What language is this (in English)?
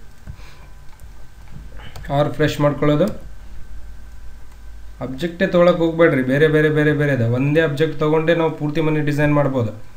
Kannada